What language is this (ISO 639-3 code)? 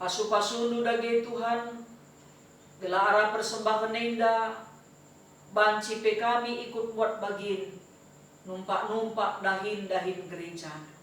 btx